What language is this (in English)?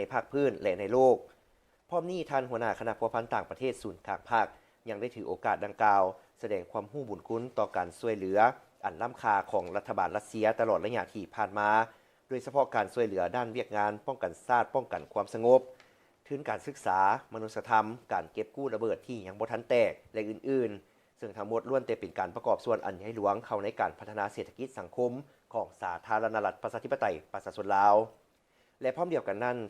Lao